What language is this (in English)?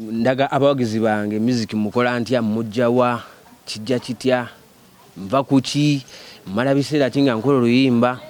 Ganda